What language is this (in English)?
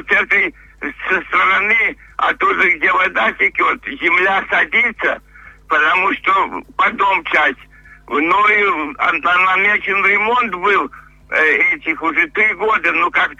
Russian